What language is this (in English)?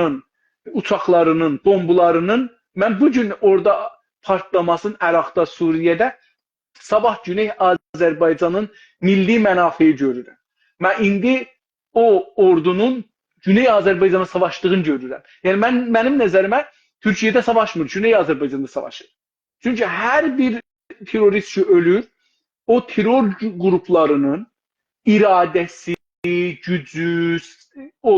South Azerbaijani